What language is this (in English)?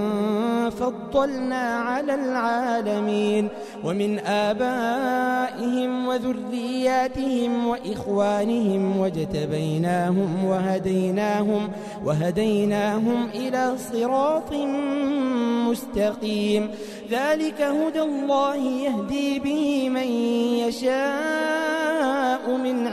Arabic